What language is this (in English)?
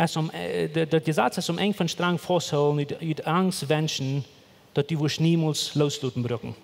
Plautdietsch